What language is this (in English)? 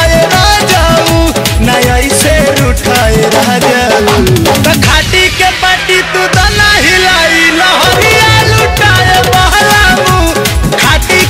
Bhojpuri